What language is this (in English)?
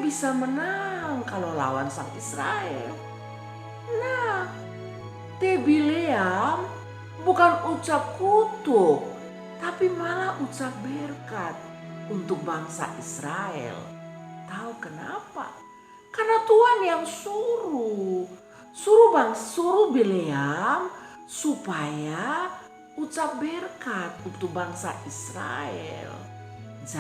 Kupang Malay